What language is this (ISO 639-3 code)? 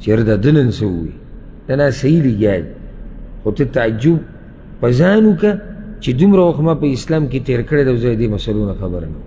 pus